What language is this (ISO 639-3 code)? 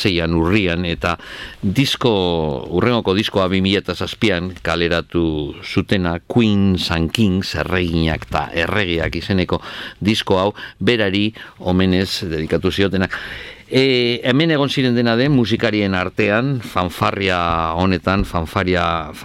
eus